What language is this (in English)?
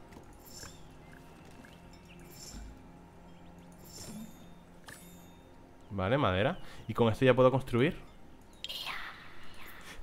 Spanish